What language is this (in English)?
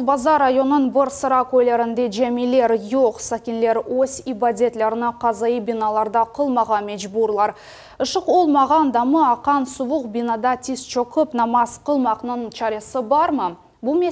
Crimean Tatar